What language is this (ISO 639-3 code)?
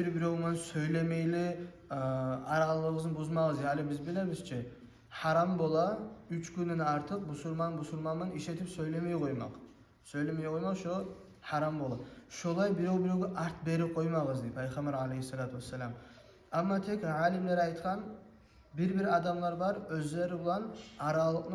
kum